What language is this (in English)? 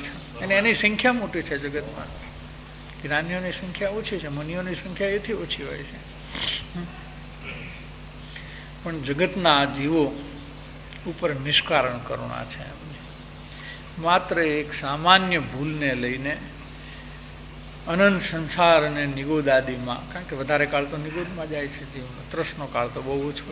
Gujarati